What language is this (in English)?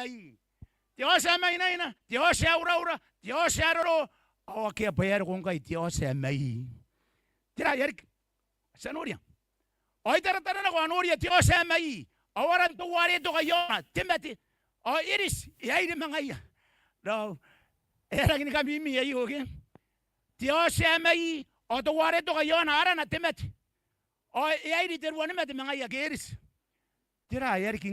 Gilbertese